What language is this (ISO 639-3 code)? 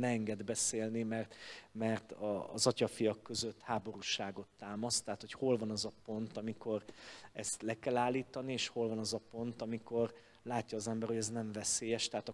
hun